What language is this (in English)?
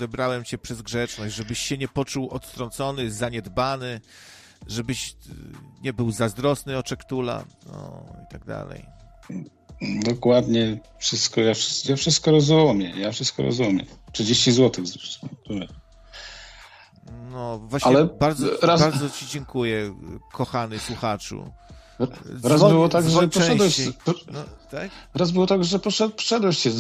Polish